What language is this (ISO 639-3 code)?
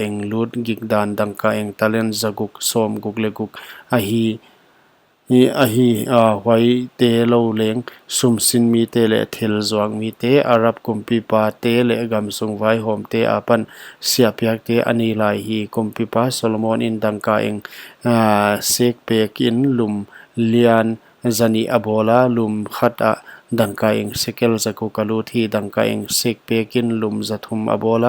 pck